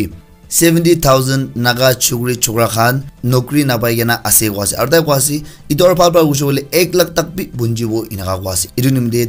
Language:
Naga Pidgin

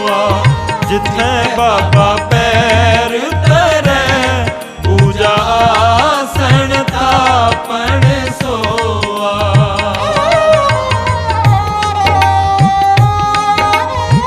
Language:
Punjabi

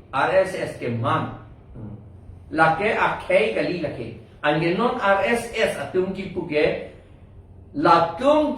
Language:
Karbi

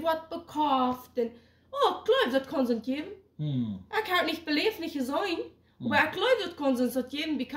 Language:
Plautdietsch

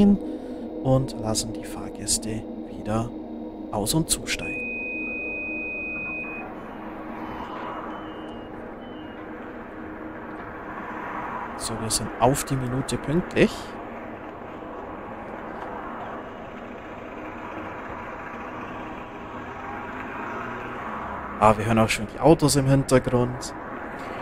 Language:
German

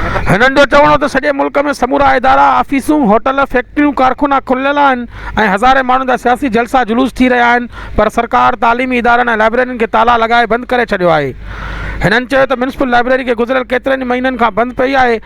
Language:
Sindhi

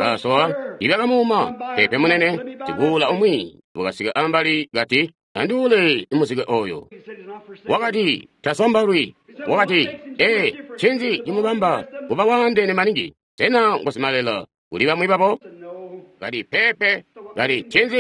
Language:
Tonga (Zambia)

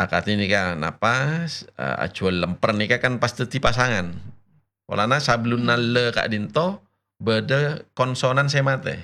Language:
Madurese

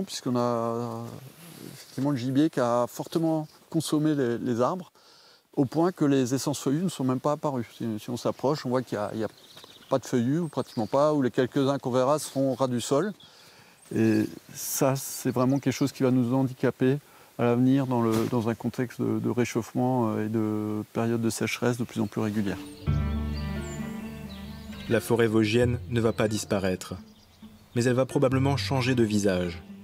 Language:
French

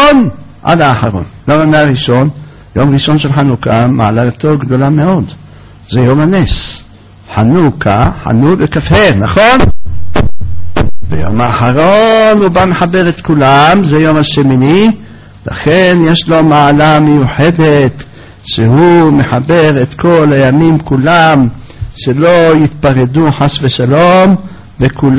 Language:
Hebrew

